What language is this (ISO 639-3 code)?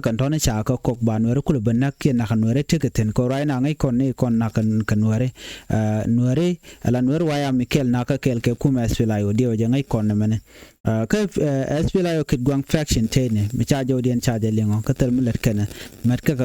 nus